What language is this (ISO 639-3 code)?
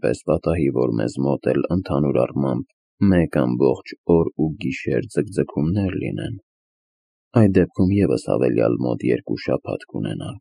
hye